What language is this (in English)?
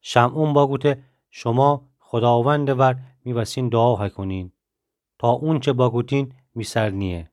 Gilaki